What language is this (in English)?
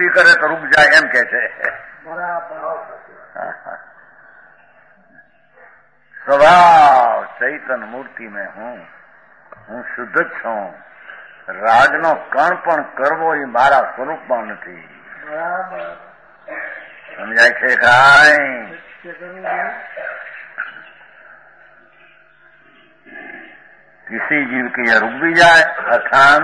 Gujarati